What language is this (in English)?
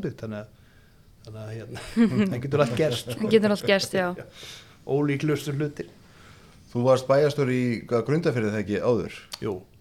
Icelandic